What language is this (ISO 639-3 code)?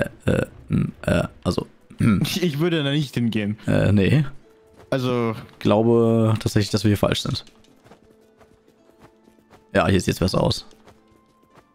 deu